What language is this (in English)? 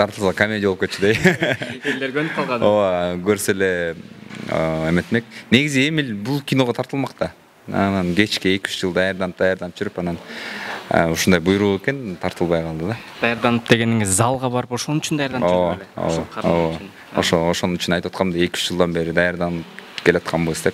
Kyrgyz